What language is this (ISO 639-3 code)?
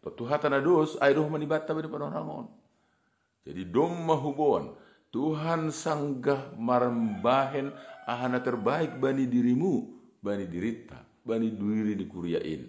bts